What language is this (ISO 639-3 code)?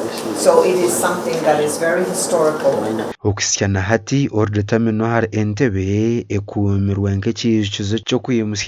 nyn